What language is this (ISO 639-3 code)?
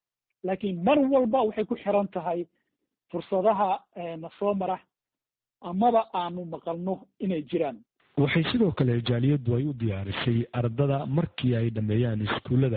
som